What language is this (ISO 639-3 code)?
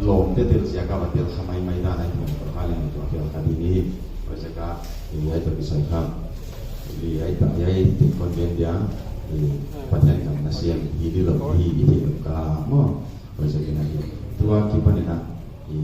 pck